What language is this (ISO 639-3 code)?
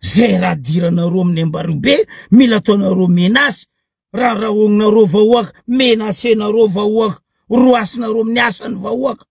mlg